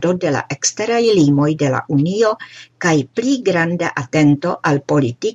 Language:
Esperanto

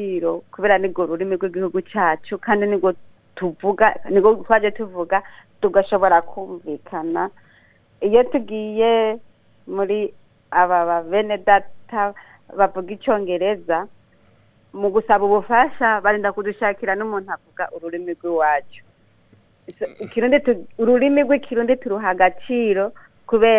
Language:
Rundi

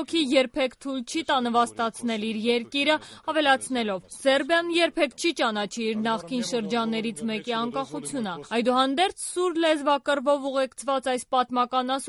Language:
Armenian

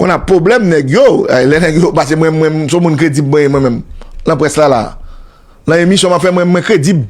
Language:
Haitian Creole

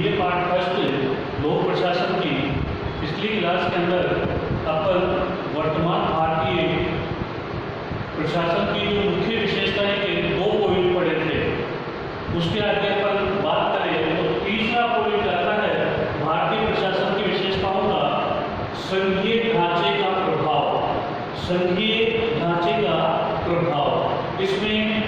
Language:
Hindi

